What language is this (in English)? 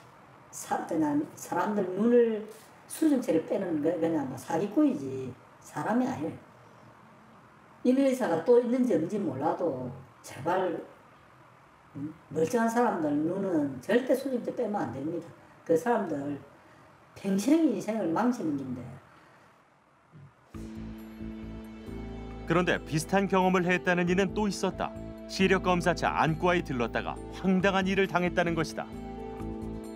Korean